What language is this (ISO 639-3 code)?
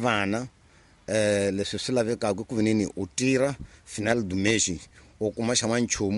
tso